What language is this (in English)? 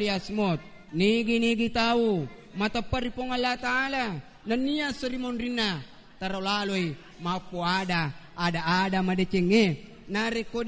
Buginese